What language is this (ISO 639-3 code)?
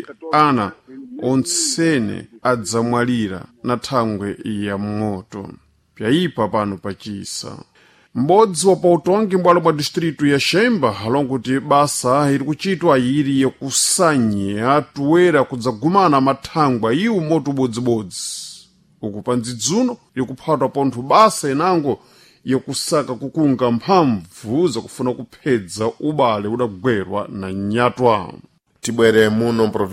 seh